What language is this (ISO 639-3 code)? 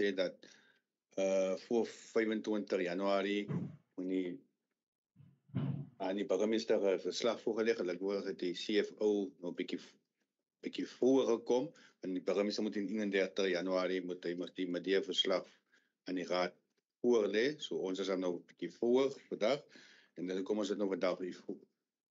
afr